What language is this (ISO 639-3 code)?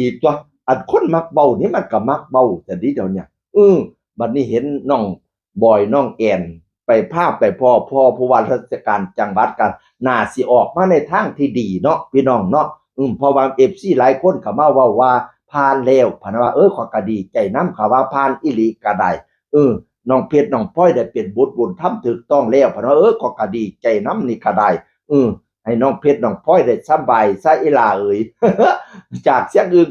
tts